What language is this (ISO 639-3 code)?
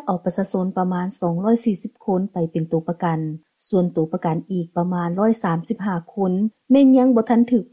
lao